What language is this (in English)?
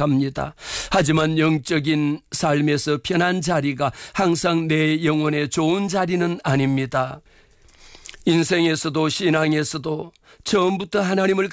Korean